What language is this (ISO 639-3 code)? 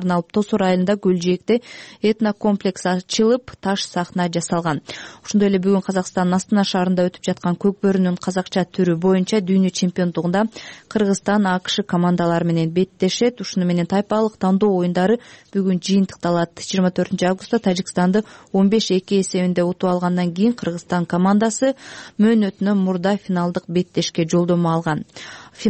kir